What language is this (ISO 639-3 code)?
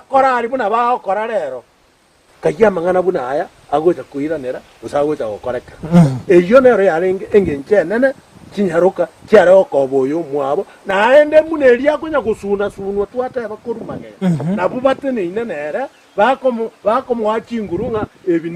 guz